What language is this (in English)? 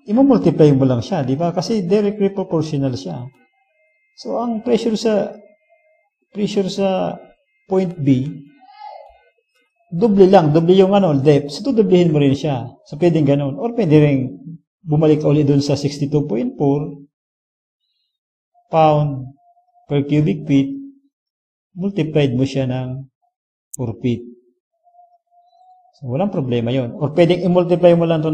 Filipino